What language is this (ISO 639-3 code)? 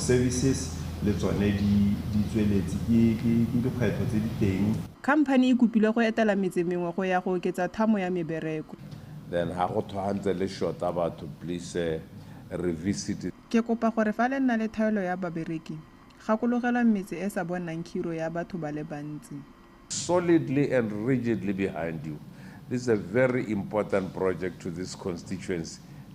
tsn